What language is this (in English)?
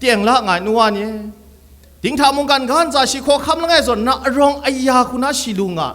Kachin